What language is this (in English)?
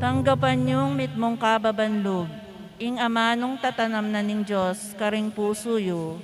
Pampanga